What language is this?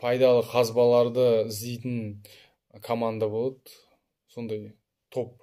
Kazakh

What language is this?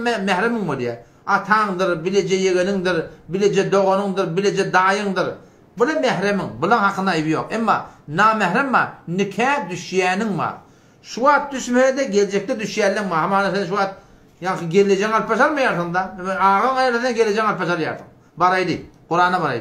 Turkmen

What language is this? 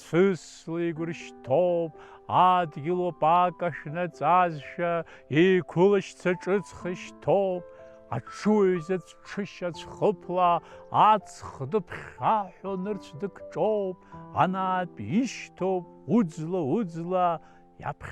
Abkhazian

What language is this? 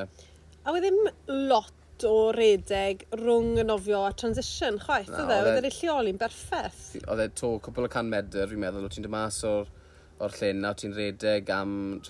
Welsh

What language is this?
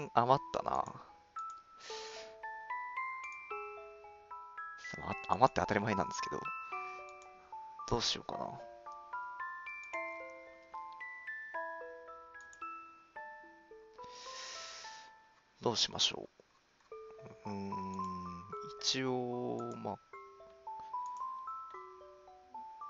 Japanese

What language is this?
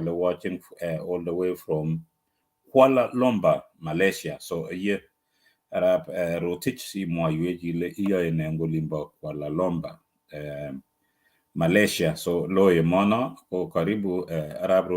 Kalenjin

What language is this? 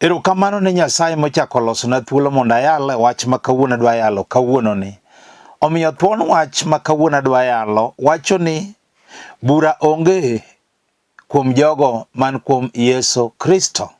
Luo (Kenya and Tanzania)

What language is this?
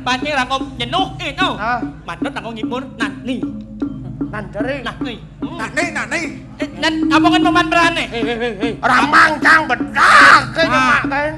Balinese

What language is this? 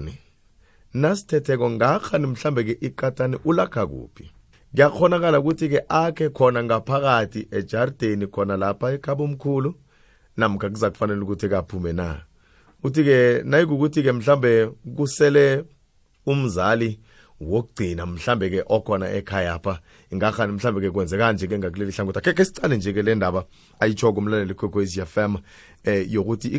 South Ndebele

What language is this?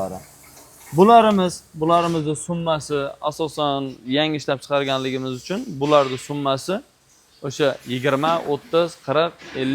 Uzbek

